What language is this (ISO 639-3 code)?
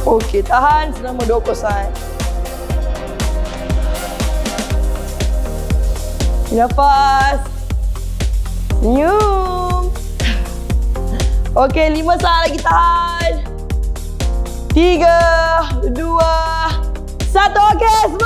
msa